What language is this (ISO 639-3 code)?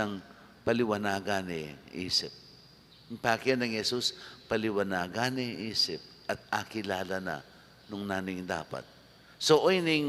pam